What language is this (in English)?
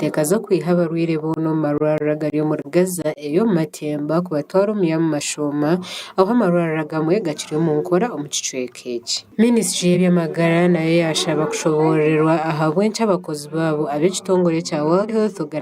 Nyankole